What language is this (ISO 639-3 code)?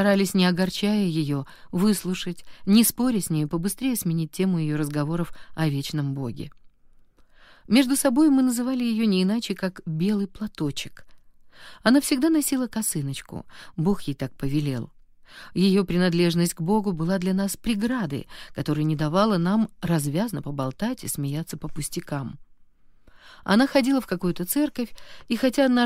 rus